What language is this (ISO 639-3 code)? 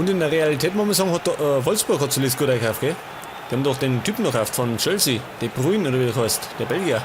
bar